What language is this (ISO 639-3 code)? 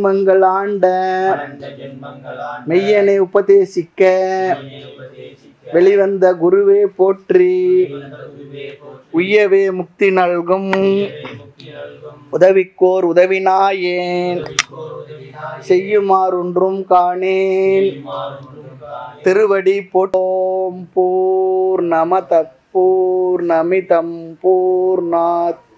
tam